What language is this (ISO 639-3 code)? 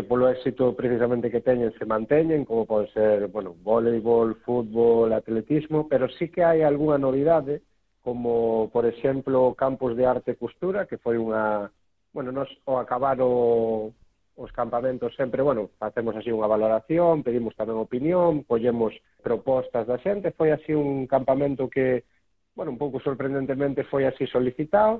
glg